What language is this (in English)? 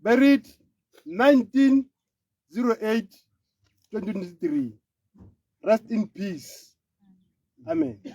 Tswana